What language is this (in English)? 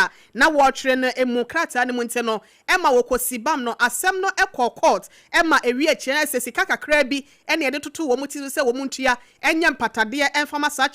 Akan